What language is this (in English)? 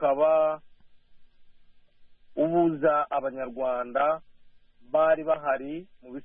Kinyarwanda